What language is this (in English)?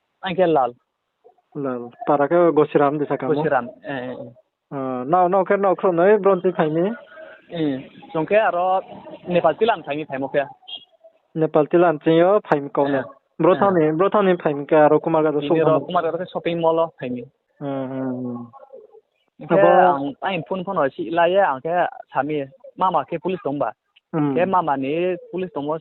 Riang (India)